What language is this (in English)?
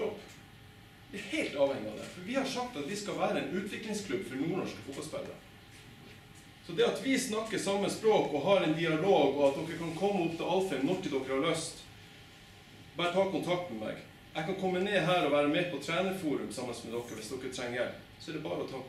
Norwegian